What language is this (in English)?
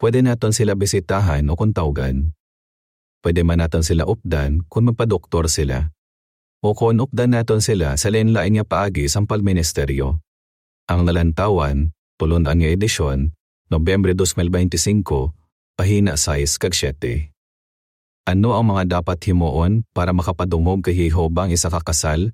Hiligaynon